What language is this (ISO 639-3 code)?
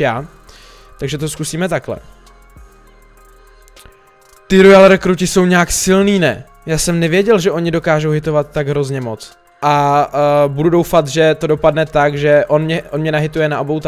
ces